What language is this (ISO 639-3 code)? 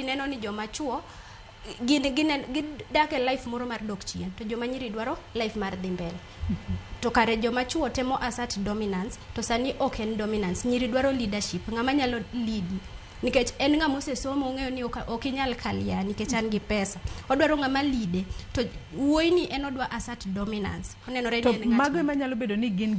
luo